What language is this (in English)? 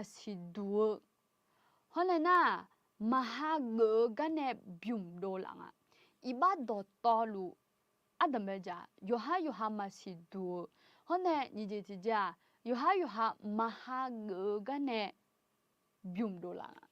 Akha